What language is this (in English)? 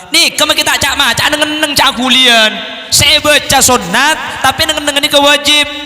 Madurese